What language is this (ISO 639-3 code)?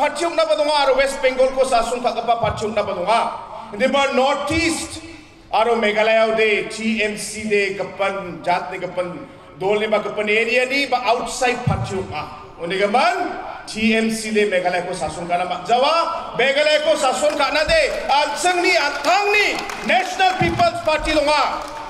grt